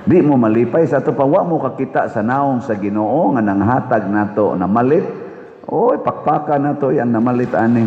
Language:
Cebuano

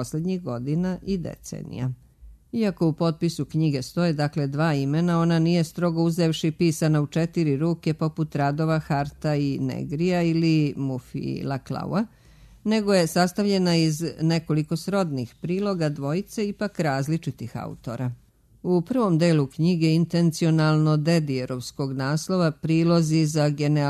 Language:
Serbian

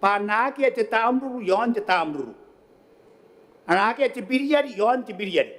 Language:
Gilbertese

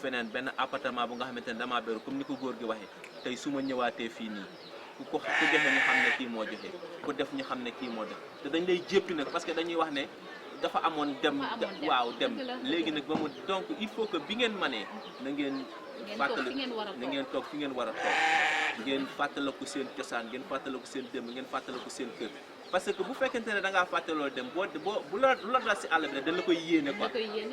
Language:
Wolof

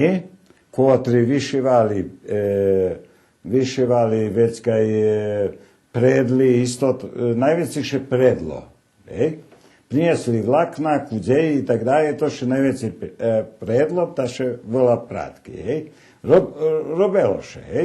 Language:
Rusyn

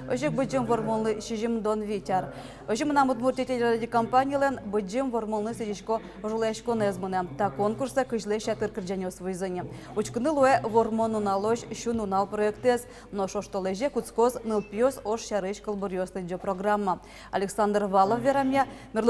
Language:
Udmurt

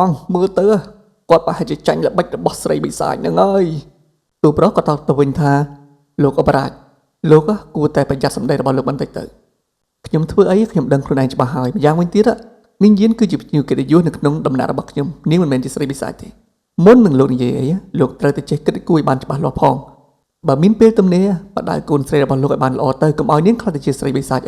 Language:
Khmer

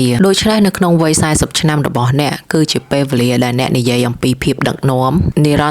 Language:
Khmer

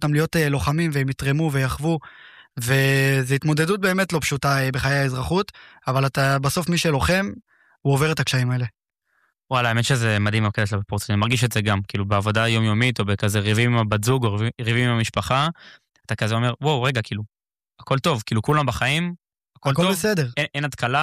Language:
Hebrew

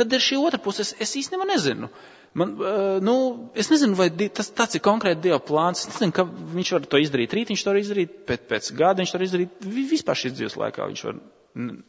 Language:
Latvian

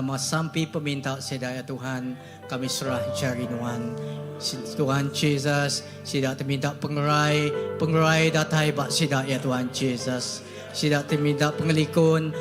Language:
Iban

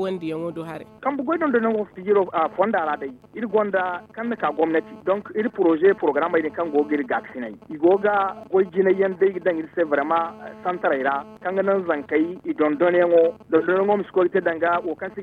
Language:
Zarma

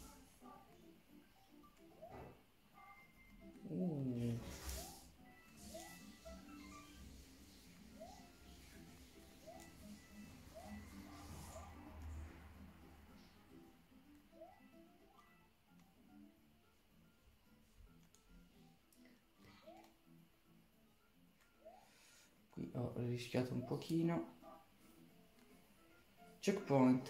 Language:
Italian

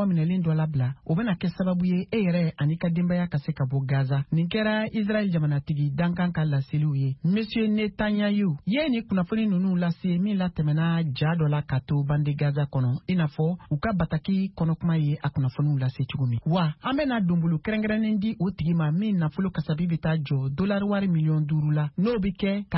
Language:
Bambara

